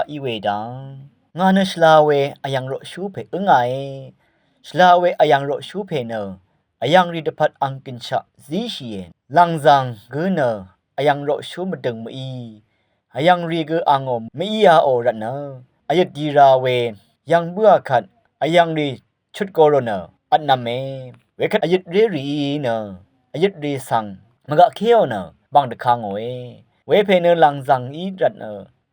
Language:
Rawang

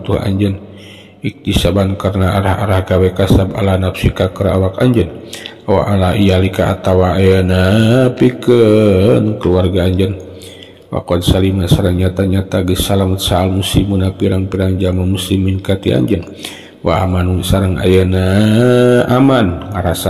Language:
Sundanese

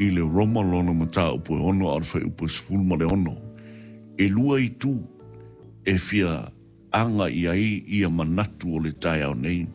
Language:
Samoan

